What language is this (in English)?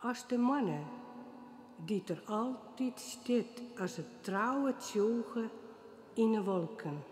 Western Frisian